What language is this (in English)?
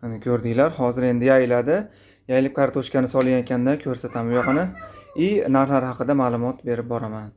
Uzbek